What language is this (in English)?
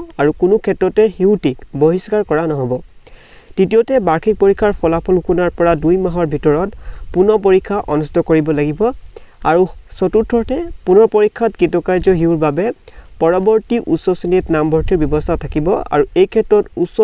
Assamese